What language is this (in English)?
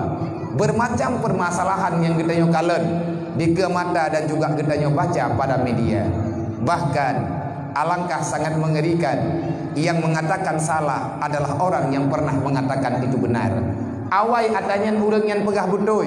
Achinese